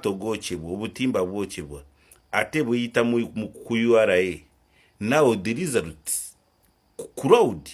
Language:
Ganda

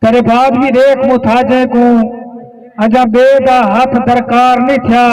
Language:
Saraiki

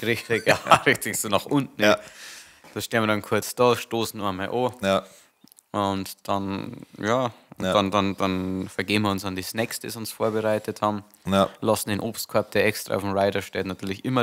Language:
Bavarian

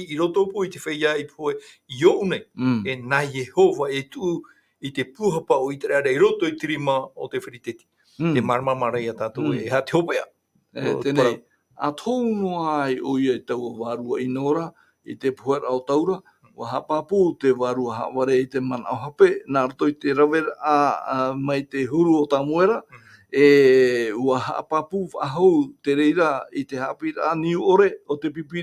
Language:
Tahitian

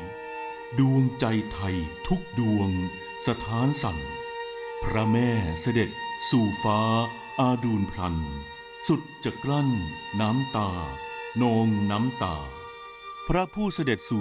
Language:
Thai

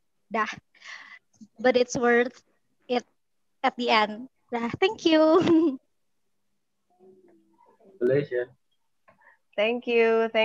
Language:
Indonesian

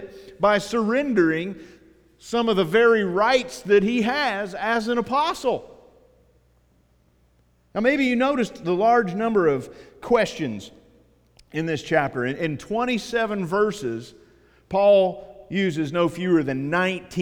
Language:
English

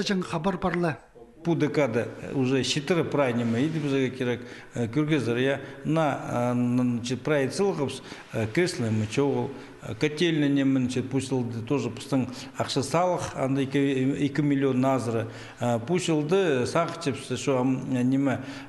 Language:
Khakas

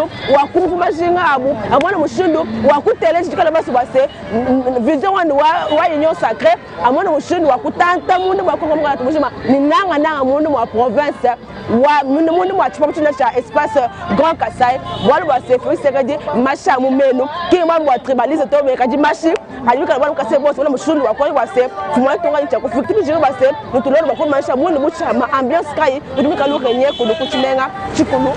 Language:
Luba-Lulua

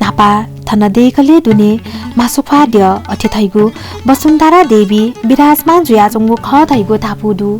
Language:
Newari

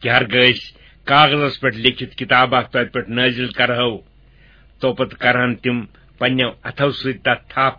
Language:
Kashmiri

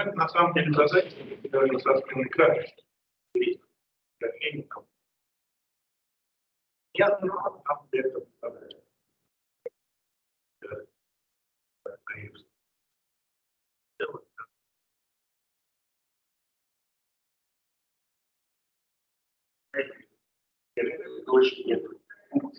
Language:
Russian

